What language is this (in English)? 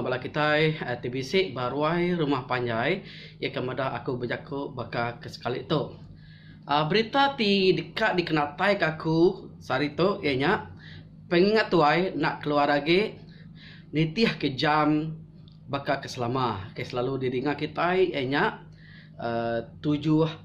Iban